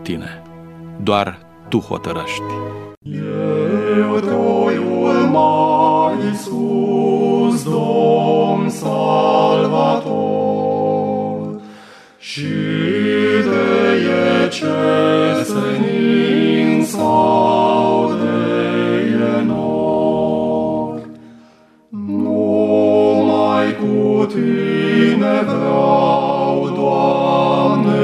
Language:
Romanian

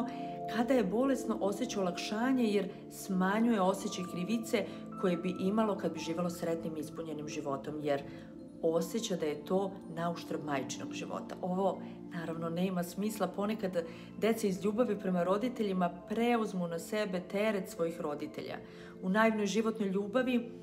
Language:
Serbian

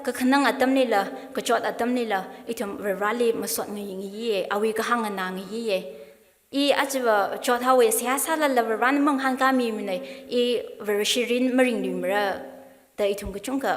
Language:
Tangkhul Naga (India)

